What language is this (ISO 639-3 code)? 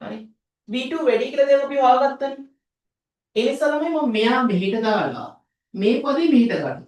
sin